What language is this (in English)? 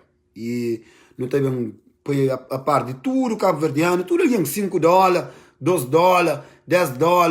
Kabuverdianu